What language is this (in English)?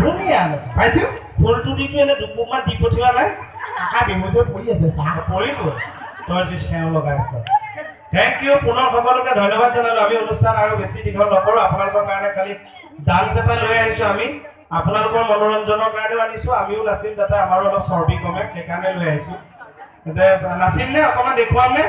Assamese